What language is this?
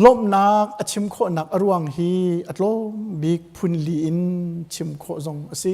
Hakha Chin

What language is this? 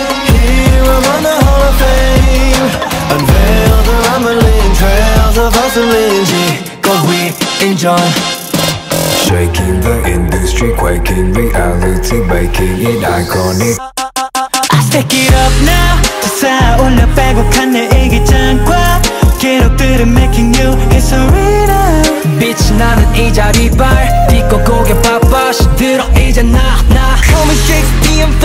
Korean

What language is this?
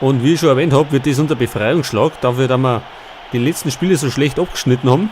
Bavarian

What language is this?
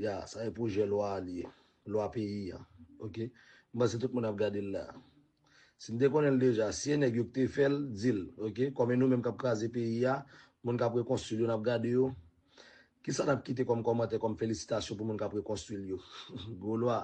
Haitian Creole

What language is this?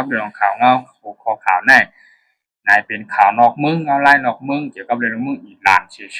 Shan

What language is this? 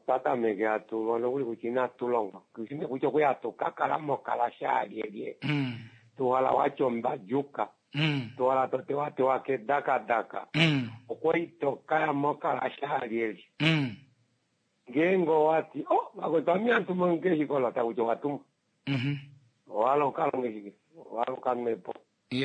Kuanyama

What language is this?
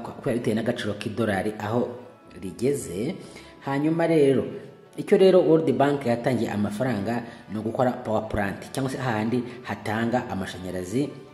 Kinyarwanda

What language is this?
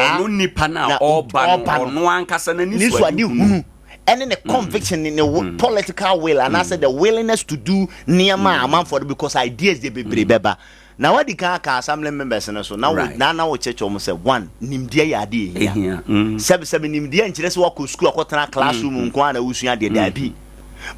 Akan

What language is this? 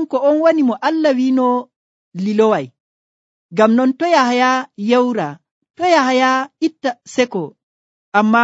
Nigerian Fulfulde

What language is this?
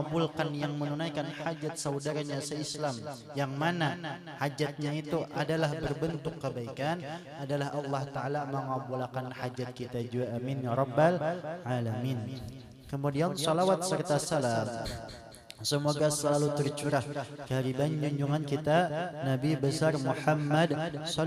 Banjar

